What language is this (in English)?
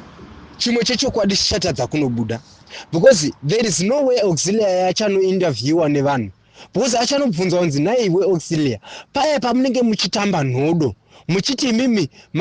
Shona